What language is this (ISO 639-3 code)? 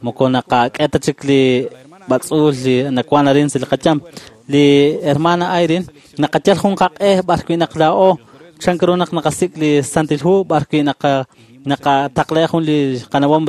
kek